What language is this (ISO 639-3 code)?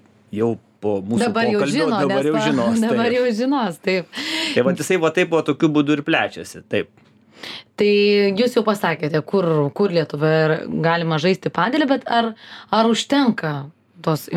lit